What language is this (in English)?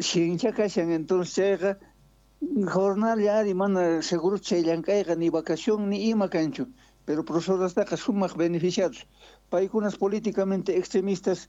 South Bolivian Quechua